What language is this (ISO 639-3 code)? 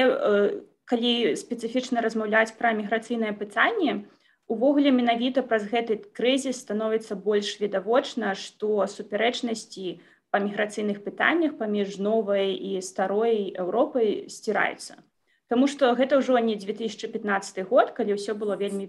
bel